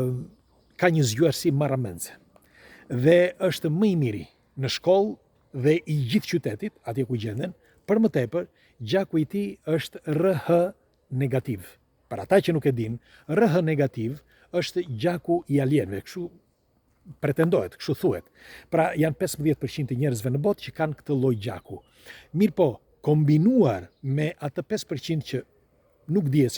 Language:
Albanian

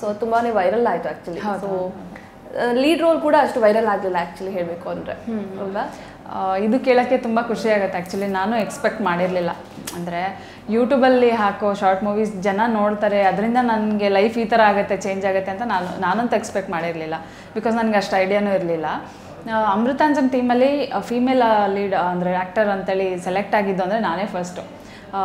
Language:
Kannada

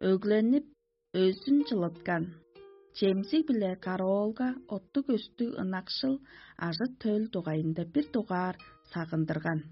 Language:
Tuvinian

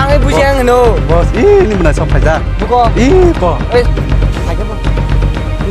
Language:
Kok Borok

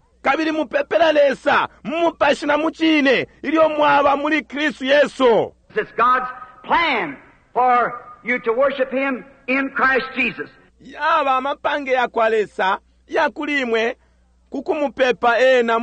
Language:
Bemba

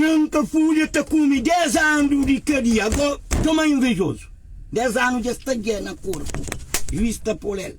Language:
Kabuverdianu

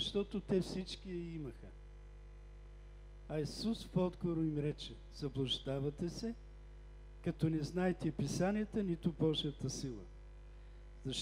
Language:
Bulgarian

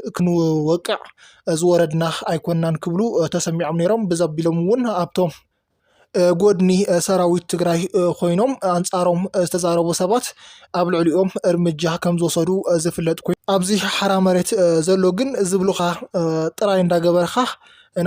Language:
Tigrinya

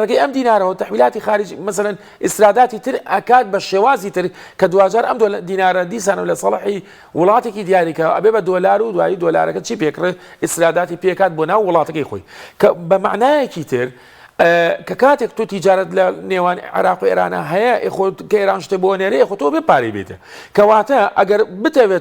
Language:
Central Kurdish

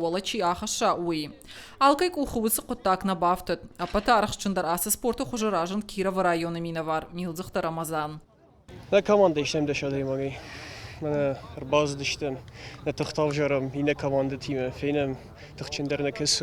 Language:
Ossetic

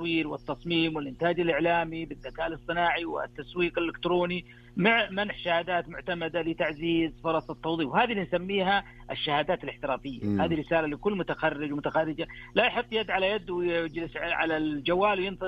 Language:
Najdi Arabic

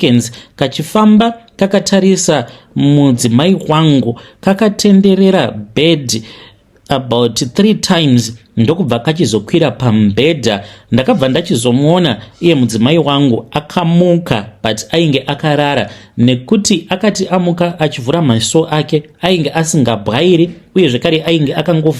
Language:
Shona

